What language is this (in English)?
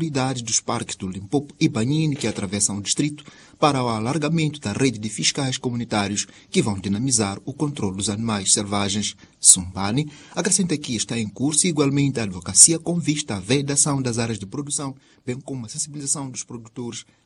Portuguese